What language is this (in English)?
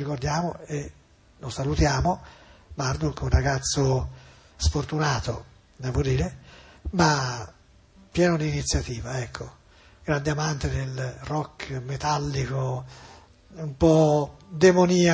Italian